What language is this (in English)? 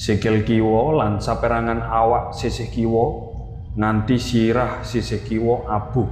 Javanese